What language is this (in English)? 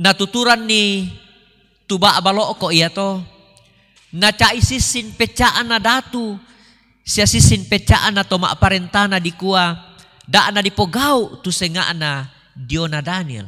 Toraja-Sa'dan